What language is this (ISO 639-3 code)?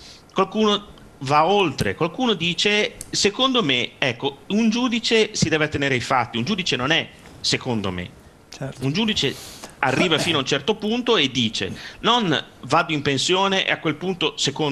ita